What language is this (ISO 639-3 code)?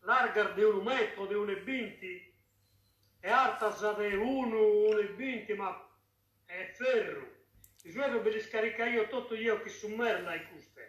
srd